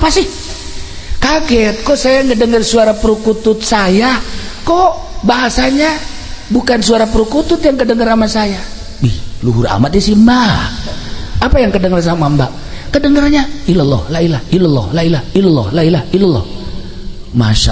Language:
Sundanese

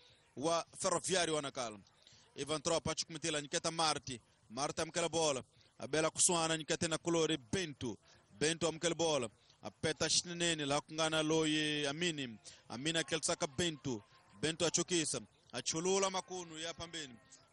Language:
Tsonga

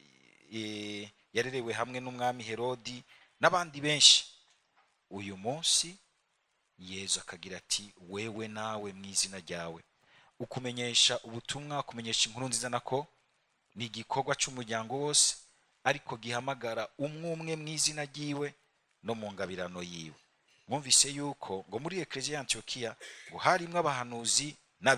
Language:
Rundi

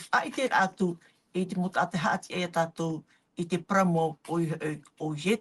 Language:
Tahitian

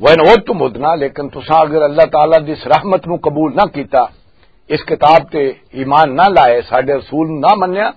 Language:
Western Panjabi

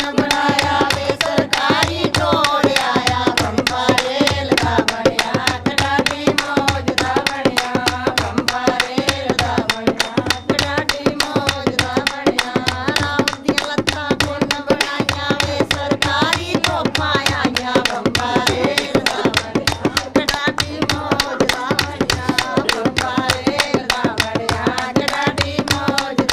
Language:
Dogri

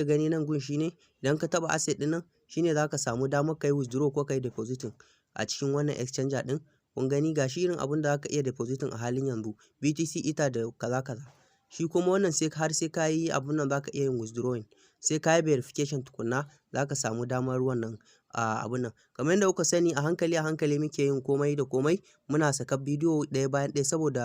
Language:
Hausa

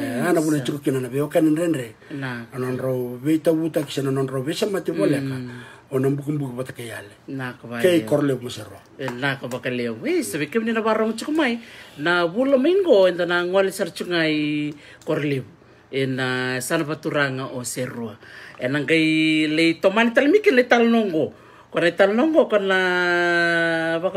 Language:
Fijian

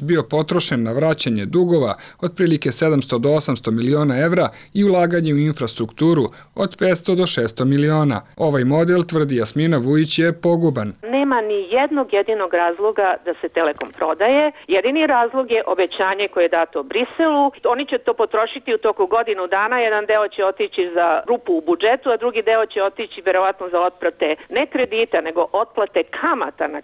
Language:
Serbian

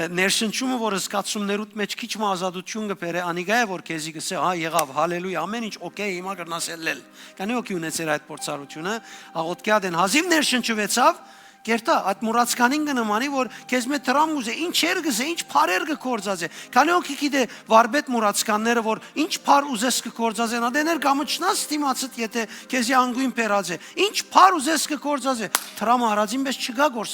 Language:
Western Armenian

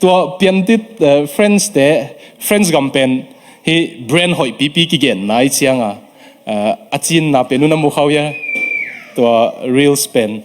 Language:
Tedim Chin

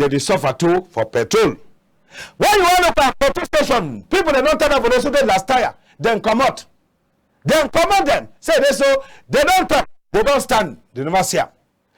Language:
Cameroon Pidgin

